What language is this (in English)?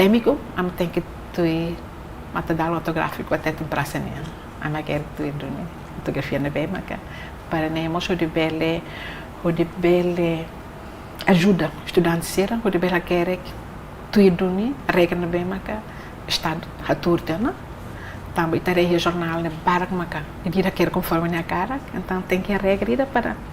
Tetum